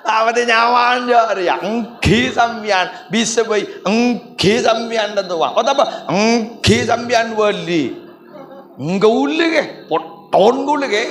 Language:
Madurese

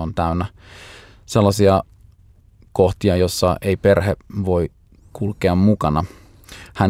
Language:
Finnish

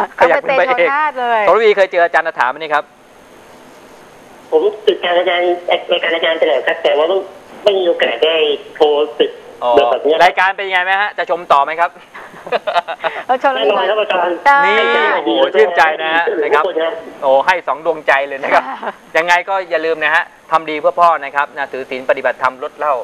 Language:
Thai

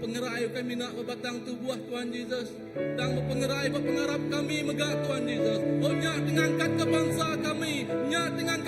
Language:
Iban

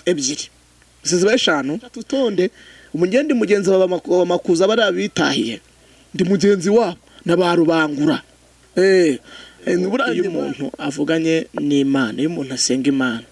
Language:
Kinyarwanda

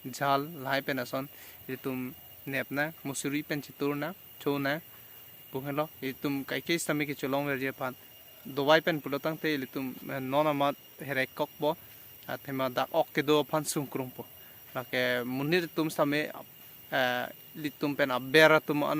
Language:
Karbi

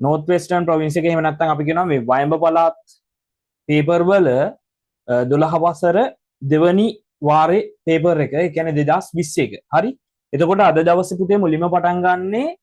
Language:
Sinhala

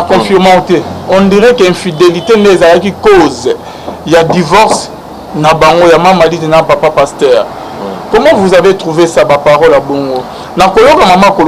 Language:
Lingala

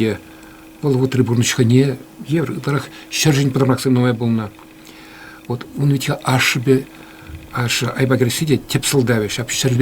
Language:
Chuvash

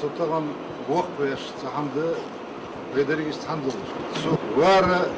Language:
Ingush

